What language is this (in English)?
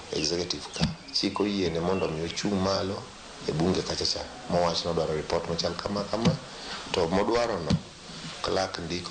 Luo (Kenya and Tanzania)